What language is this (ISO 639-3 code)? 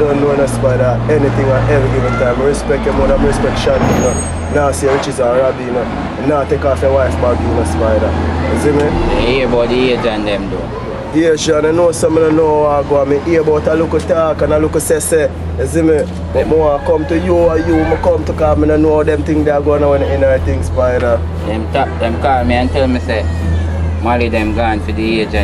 jam